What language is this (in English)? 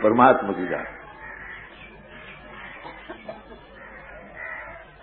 Urdu